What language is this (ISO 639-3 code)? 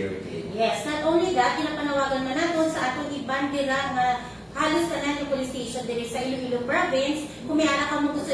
hil